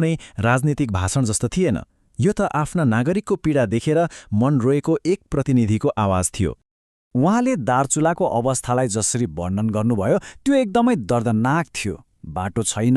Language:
Nepali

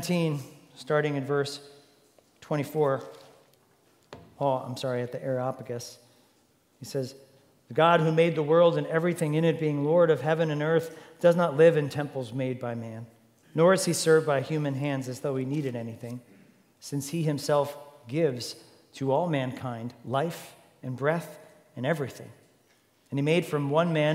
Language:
English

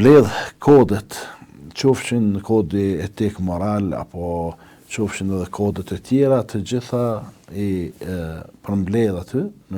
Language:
Albanian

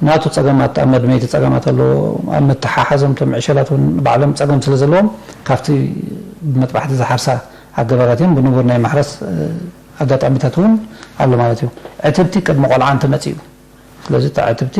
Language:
Tigrinya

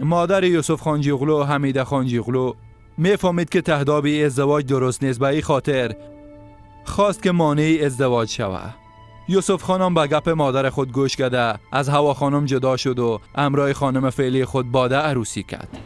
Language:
Persian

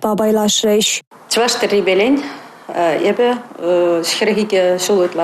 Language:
Chuvash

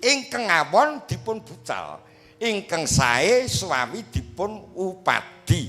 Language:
Javanese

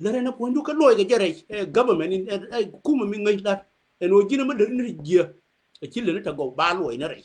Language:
Nuer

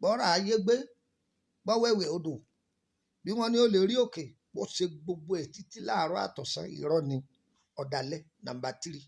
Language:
Yoruba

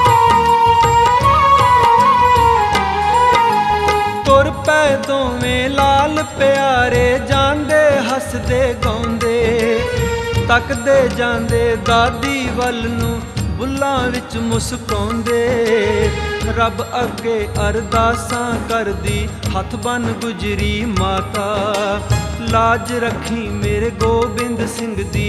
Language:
Punjabi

